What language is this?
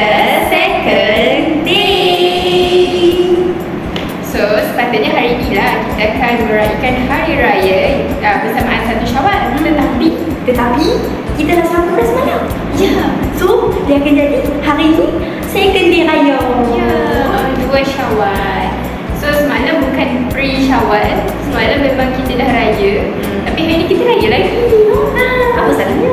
Malay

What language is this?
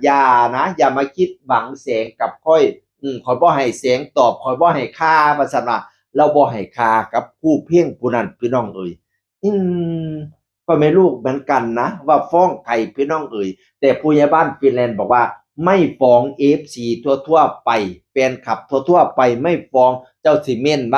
Northeastern Thai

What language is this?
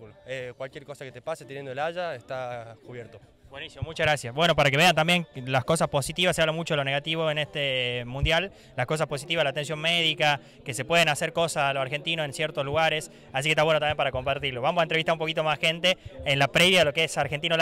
Spanish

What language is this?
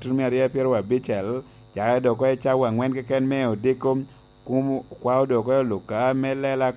Lango (Uganda)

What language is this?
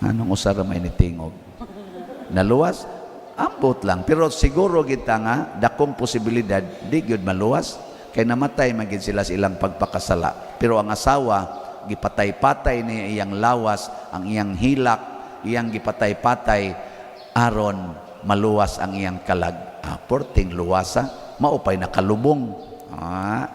Cebuano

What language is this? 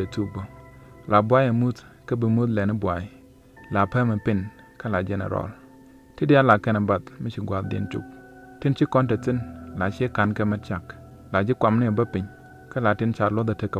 Nuer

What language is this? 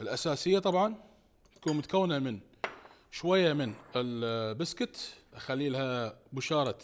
Mesopotamian Arabic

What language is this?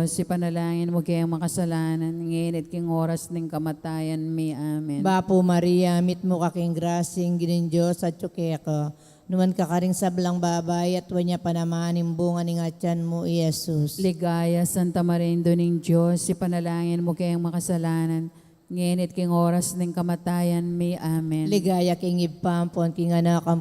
Pampanga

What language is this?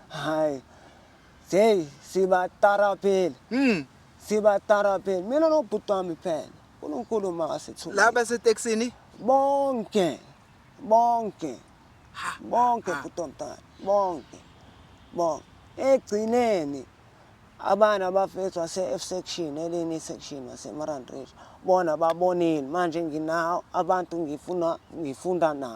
Zulu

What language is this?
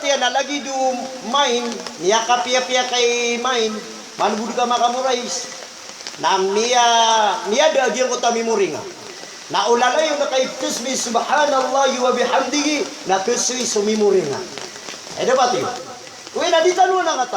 Maranao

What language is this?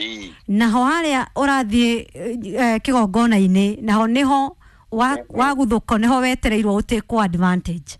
Kikuyu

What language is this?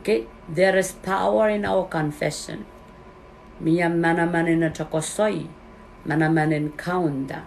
Pohnpeian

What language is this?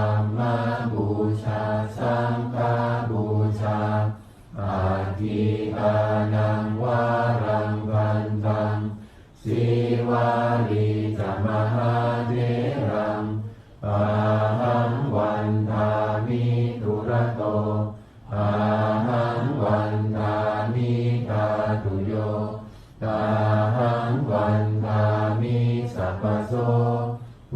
Pali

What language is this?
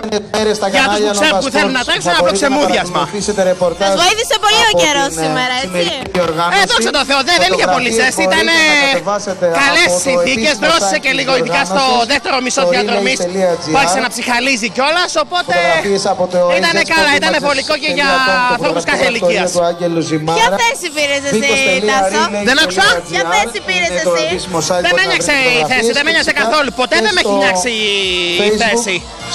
Greek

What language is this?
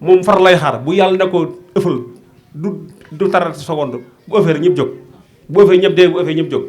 Wolof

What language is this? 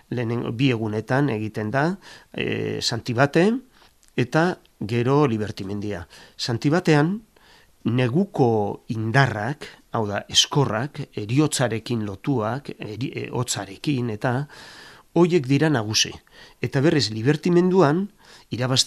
Basque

